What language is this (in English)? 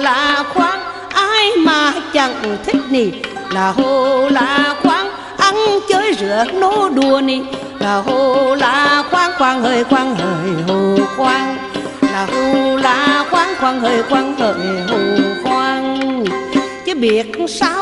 Vietnamese